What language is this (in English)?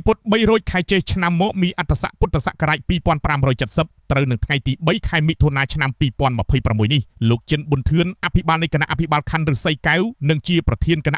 Khmer